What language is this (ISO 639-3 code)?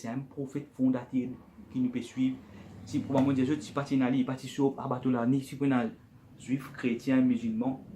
mfe